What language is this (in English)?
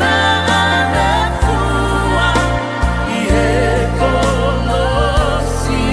Tongan